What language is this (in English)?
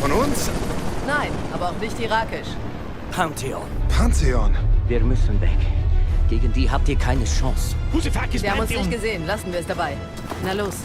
Bavarian